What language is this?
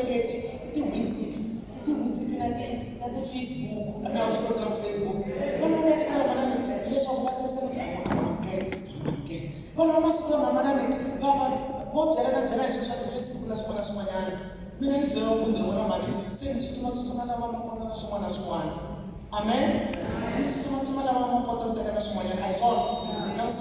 Tsonga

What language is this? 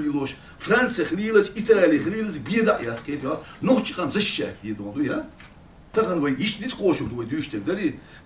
Chechen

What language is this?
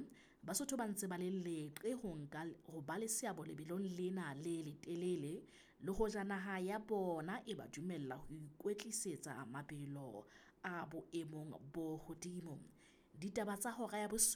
Southern Sotho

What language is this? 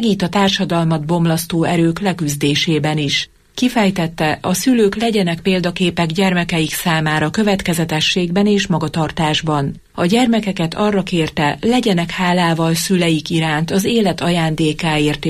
Hungarian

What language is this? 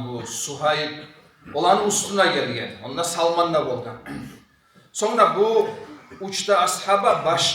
Kumyk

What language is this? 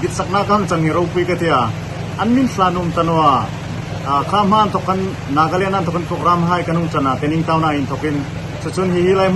Hmar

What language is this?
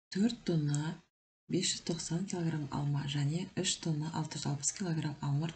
Kazakh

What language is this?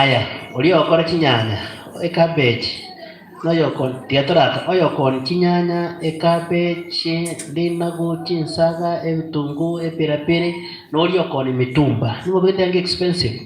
Gusii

